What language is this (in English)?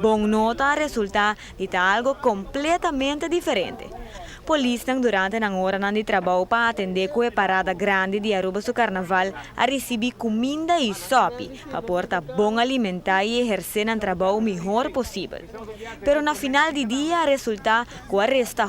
Papiamento